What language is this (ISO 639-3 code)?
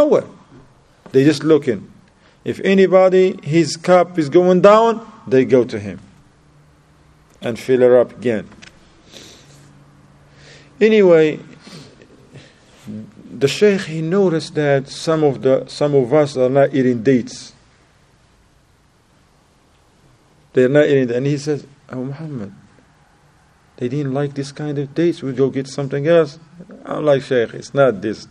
eng